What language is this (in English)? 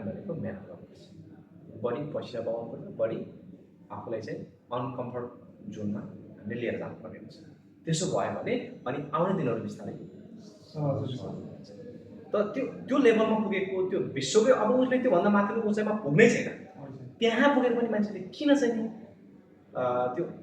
Nepali